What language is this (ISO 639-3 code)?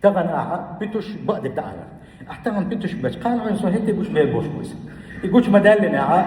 che